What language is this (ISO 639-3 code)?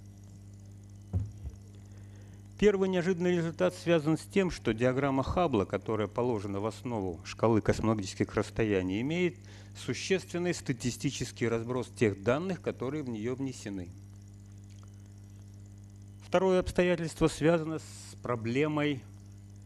rus